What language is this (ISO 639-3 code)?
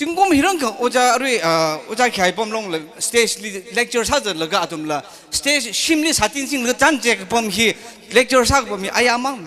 nmf